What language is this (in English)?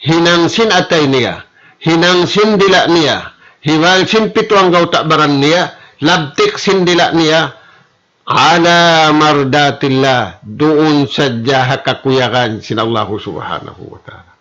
Tausug